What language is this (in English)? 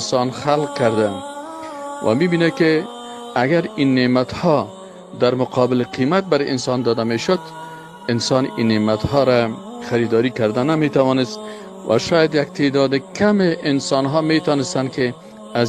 Persian